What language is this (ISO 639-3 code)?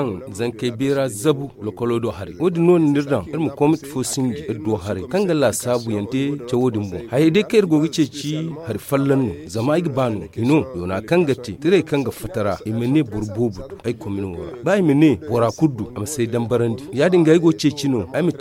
dje